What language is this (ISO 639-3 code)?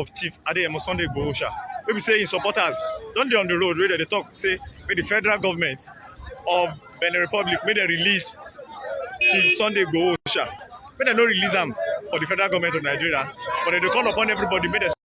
pcm